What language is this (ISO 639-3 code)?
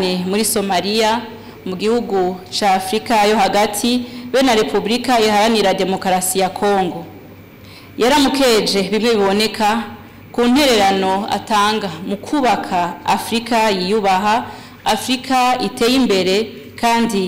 run